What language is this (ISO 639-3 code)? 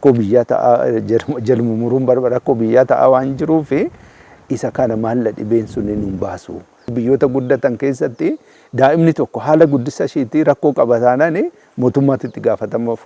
orm